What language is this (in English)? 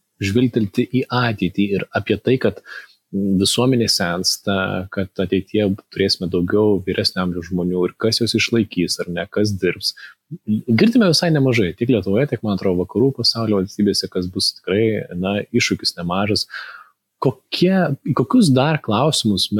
Lithuanian